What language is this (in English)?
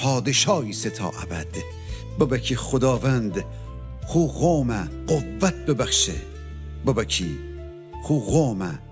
Gilaki